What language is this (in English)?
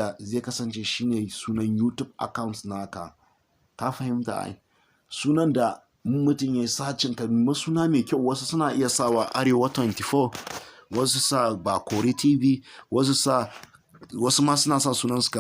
Hausa